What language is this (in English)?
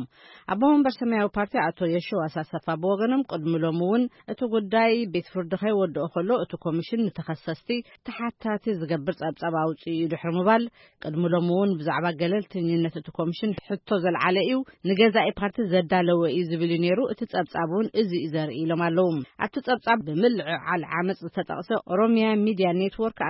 Tigrinya